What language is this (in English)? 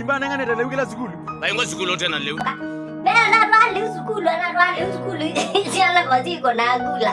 Kamba